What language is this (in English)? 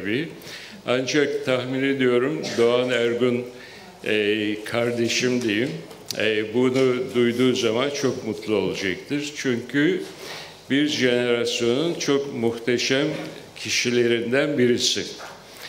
Turkish